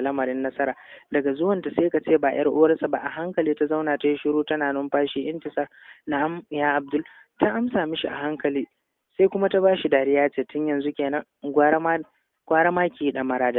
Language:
Hausa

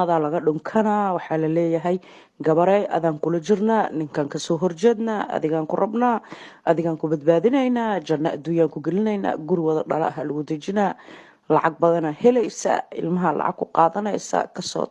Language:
Somali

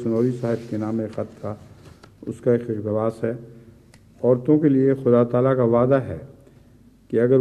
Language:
Urdu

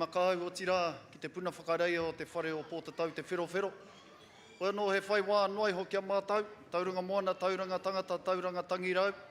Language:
Māori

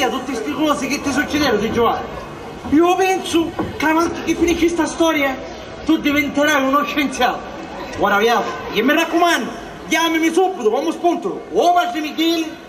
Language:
Sicilian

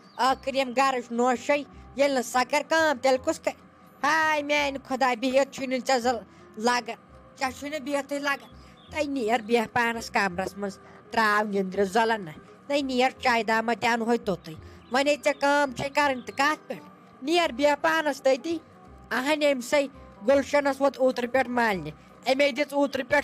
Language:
Kashmiri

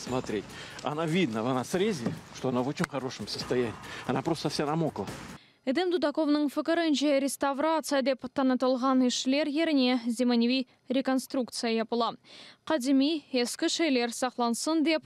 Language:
Crimean Tatar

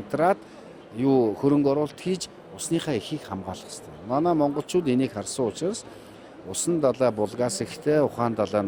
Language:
Mongolian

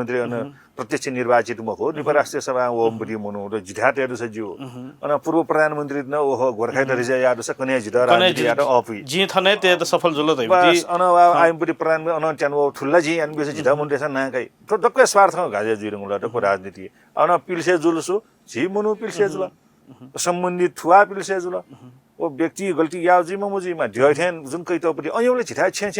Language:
Newari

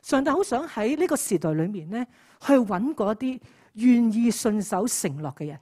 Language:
Cantonese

